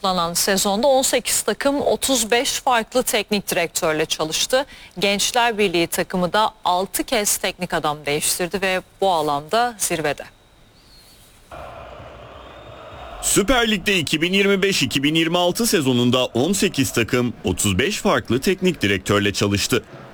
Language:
Turkish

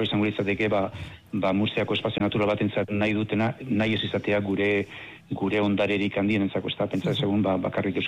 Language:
Basque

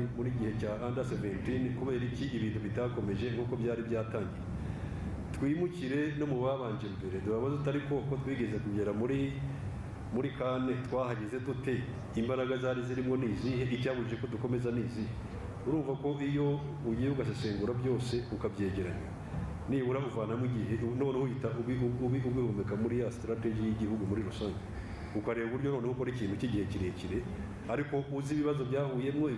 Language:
Kinyarwanda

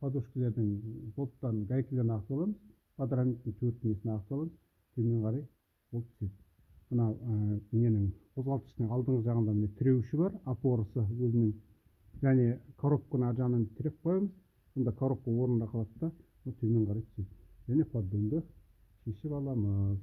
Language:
Kazakh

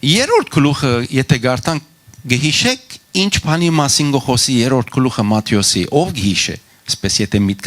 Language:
Western Armenian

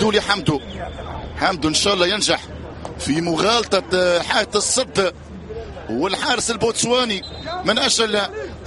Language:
Arabic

